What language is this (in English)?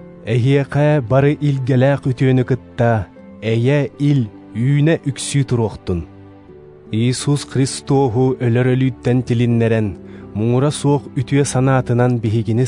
Yakut